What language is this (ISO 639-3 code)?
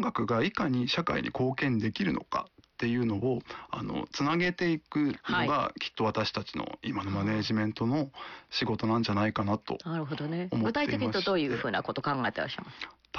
jpn